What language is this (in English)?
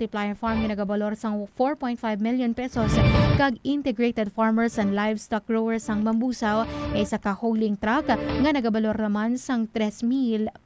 Hiligaynon